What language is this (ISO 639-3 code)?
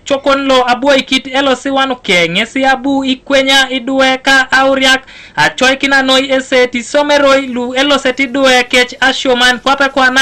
teo